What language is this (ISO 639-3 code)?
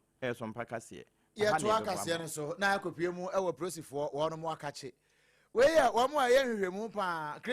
aka